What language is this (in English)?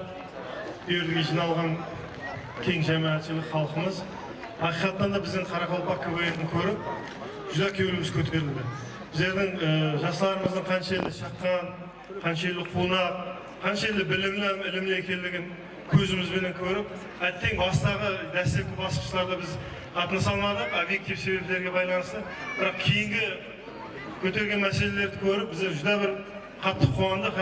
Kara-Kalpak